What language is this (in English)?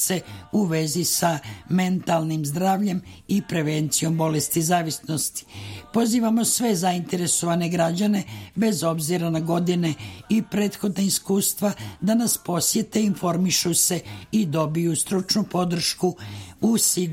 Serbian